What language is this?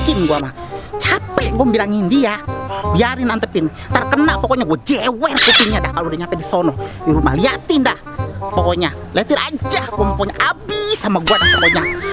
Betawi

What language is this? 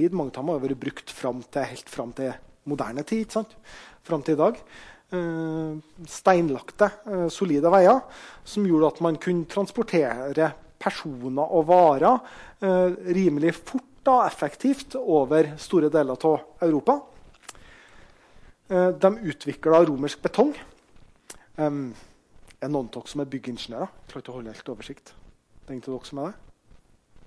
Norwegian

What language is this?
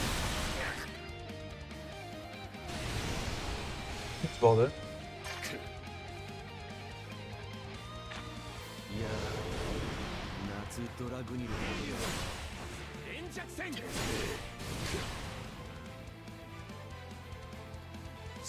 Japanese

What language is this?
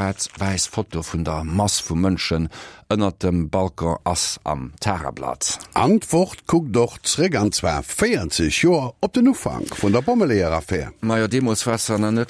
Luxembourgish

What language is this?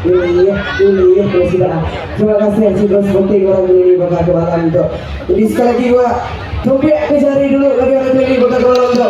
Iban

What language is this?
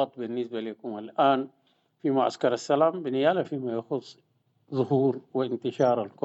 Sudanese Arabic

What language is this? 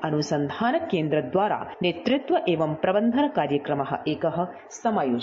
Sanskrit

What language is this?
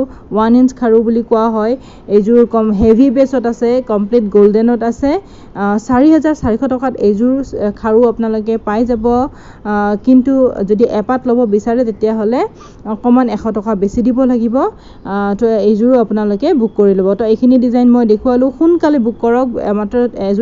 Assamese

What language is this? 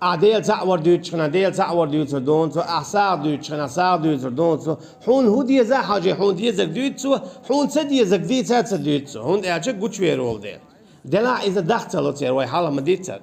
Chechen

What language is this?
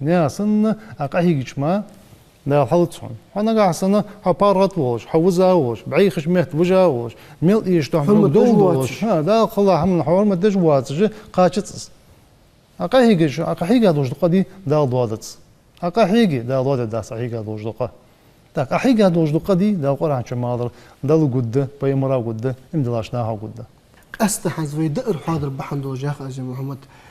Ingush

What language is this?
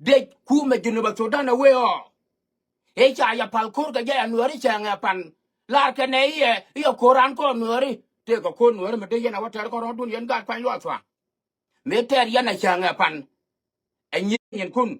Nuer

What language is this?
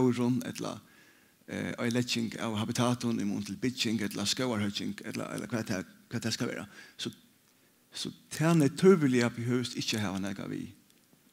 Faroese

